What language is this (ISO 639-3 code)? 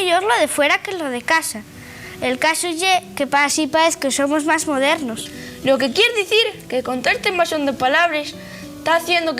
ast